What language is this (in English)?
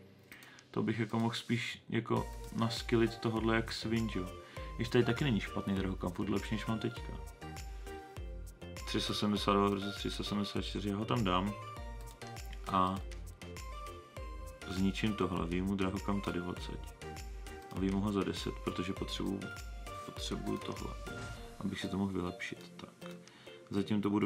Czech